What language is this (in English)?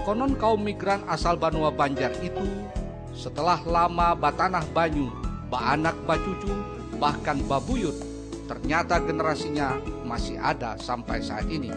Banjar